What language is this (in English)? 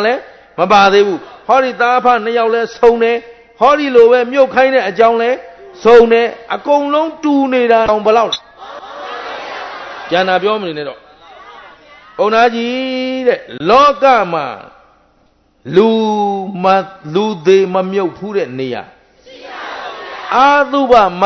Burmese